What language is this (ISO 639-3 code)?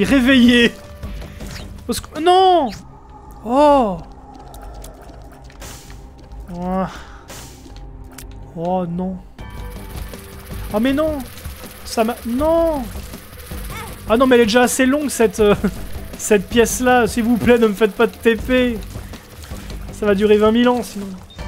fra